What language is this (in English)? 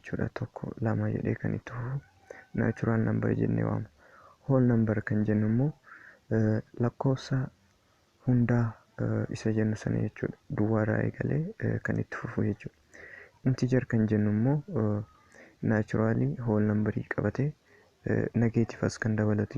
Oromo